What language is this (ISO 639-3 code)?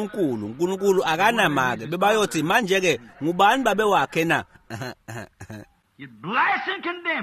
ssw